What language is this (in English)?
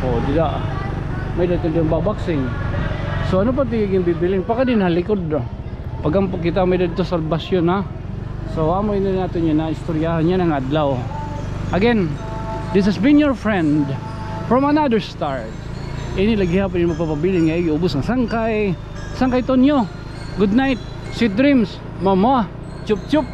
Waray